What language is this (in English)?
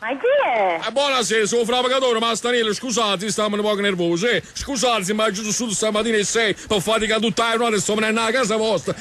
Neapolitan